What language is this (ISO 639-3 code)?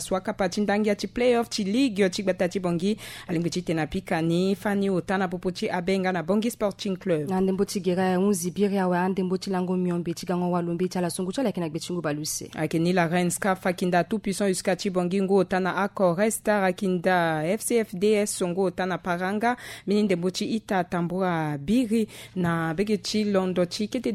sag